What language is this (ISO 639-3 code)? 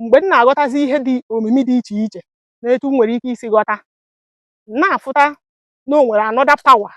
ibo